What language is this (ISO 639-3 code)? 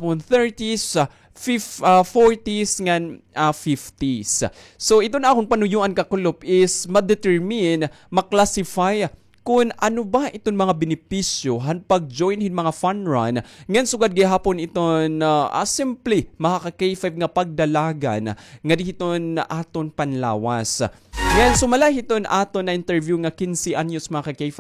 war